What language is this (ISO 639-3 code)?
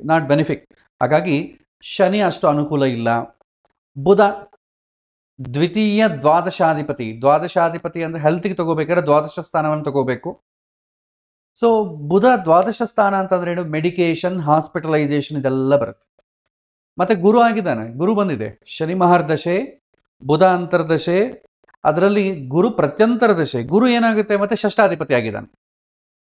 kan